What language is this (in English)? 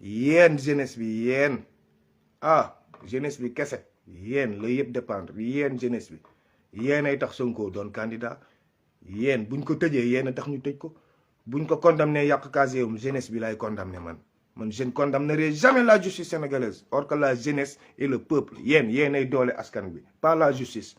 Wolof